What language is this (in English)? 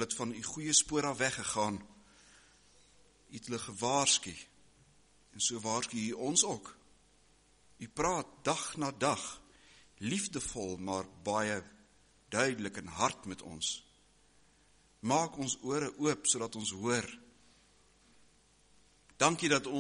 Afrikaans